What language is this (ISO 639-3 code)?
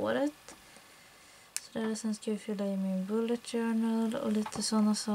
swe